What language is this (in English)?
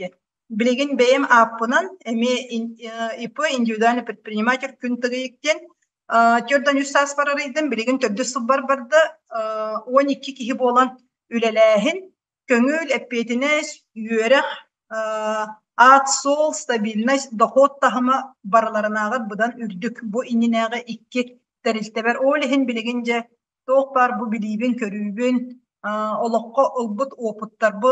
Yakut